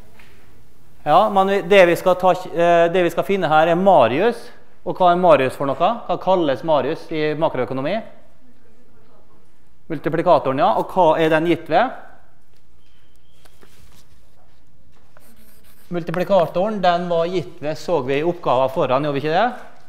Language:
Norwegian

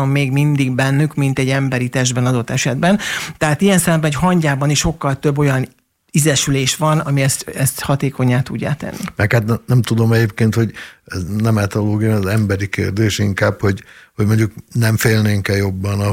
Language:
Hungarian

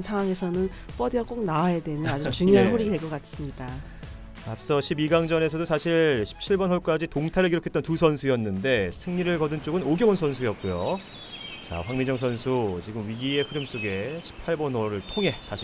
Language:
Korean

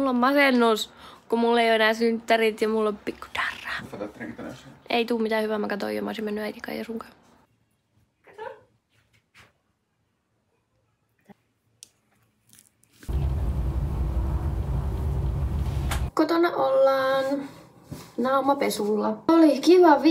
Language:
Finnish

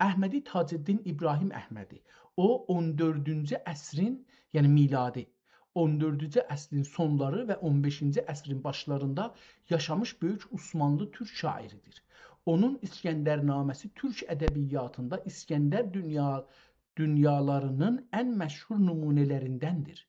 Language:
South Azerbaijani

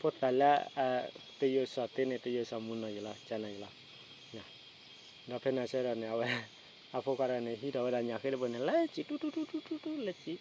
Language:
S'gaw Karen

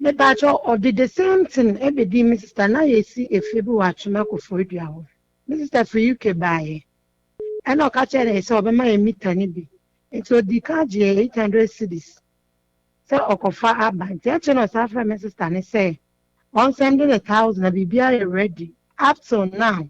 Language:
Akan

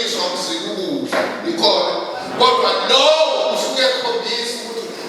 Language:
Zulu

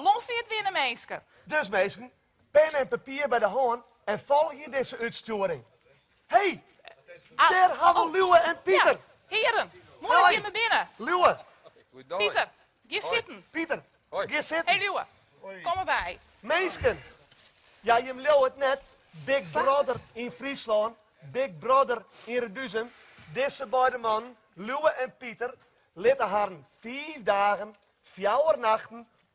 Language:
Western Frisian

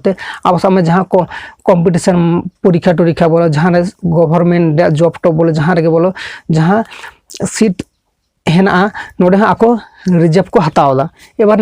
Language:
Santali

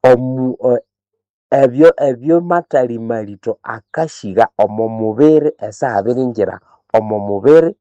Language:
Nande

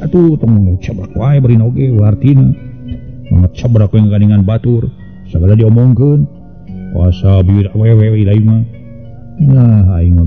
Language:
Sundanese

